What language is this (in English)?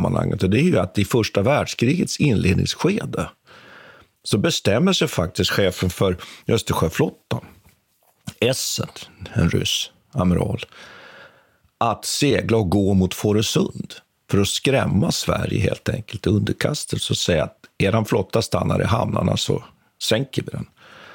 Swedish